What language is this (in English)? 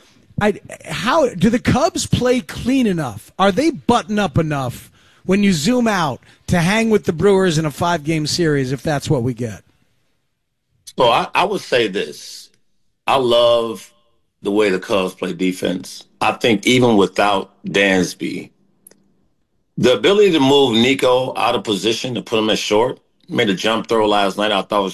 English